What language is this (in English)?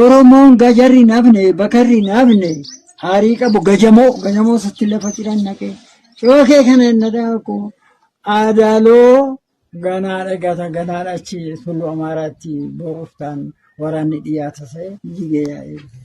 Oromo